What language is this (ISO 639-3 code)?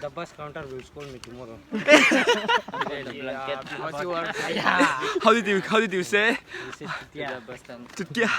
lus